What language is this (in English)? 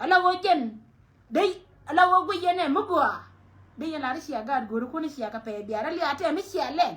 Nuer